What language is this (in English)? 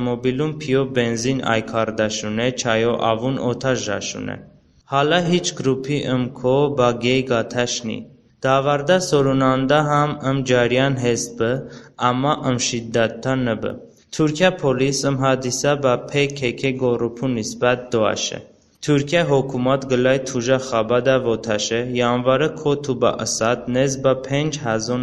Talysh